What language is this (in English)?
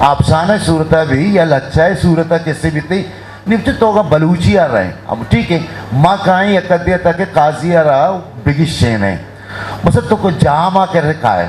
Eastern Balochi